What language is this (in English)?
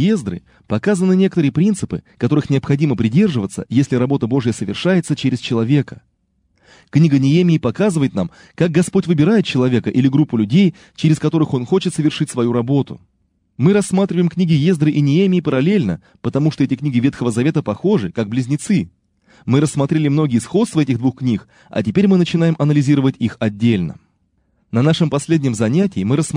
Russian